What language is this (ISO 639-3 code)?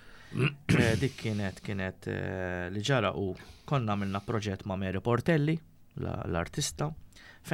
mlt